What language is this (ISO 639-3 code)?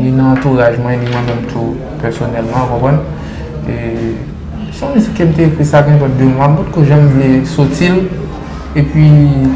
hat